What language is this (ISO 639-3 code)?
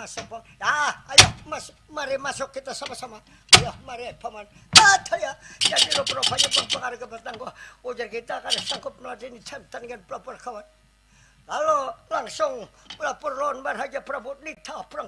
bjn